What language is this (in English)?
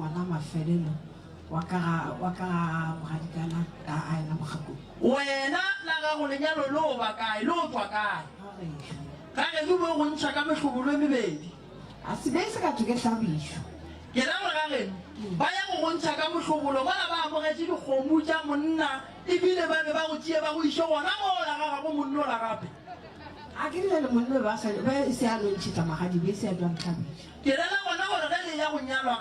Northern Sotho